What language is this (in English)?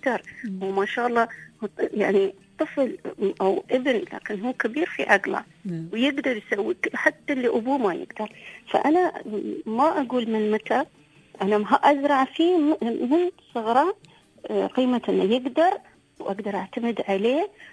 Gulf Arabic